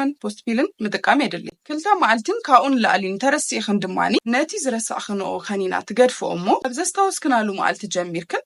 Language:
Tigrinya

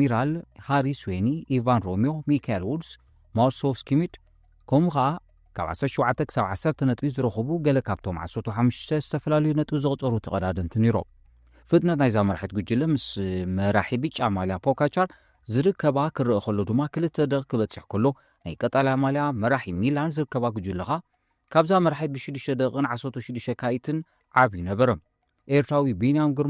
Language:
Tigrinya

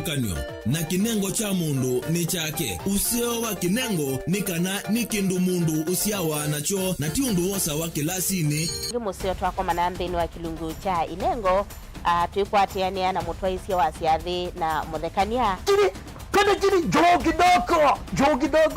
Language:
Kamba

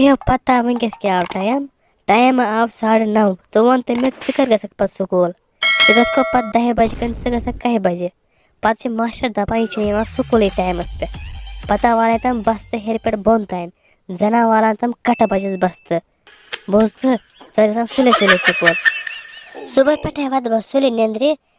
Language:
Kashmiri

